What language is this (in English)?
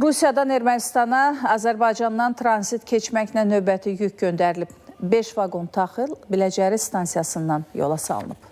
Azerbaijani